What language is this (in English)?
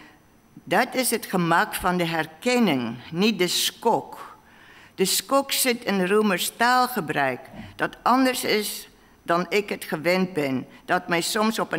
Dutch